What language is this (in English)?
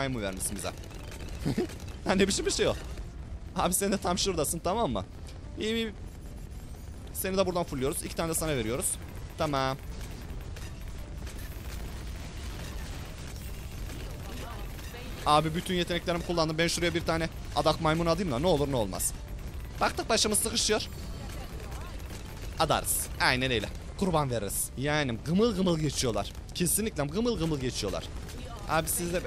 Turkish